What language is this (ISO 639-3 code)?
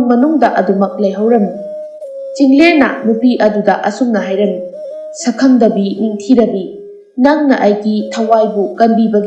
mni